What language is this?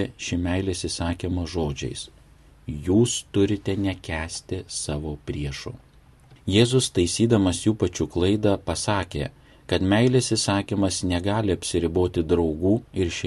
Lithuanian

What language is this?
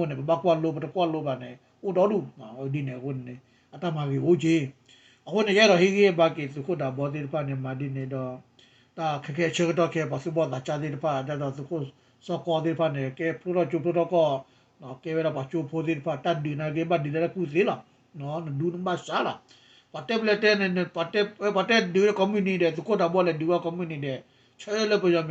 S'gaw Karen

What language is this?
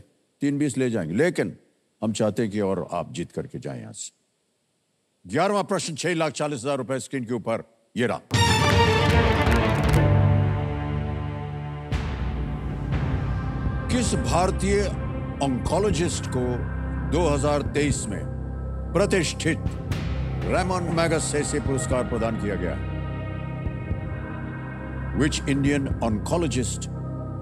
Hindi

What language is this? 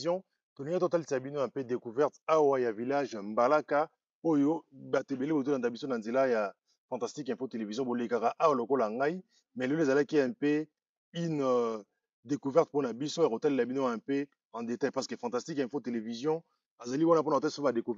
Lingala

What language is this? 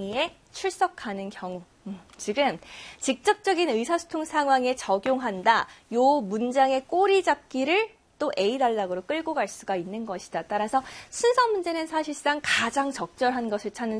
Korean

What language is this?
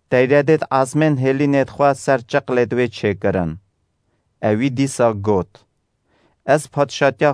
Kurdish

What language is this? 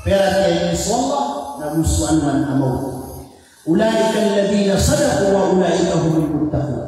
Maranao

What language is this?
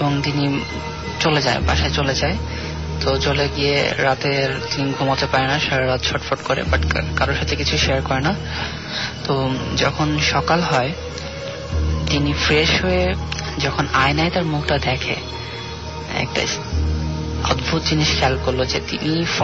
Bangla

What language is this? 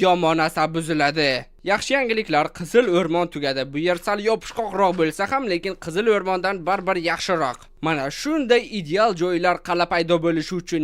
Uzbek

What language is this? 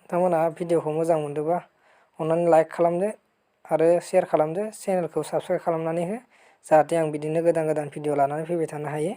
Bodo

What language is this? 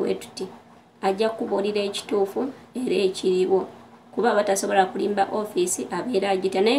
Ganda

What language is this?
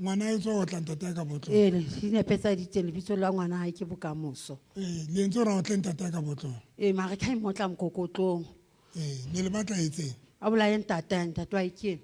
Southern Sotho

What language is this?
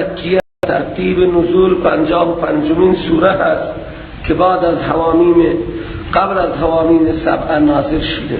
Persian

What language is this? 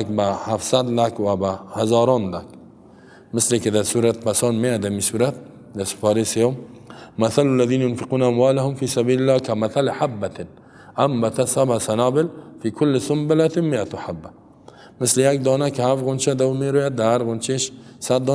Persian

